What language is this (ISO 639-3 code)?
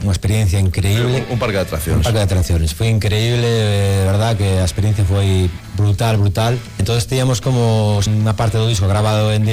glg